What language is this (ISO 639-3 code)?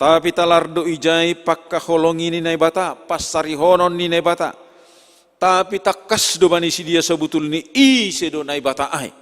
bts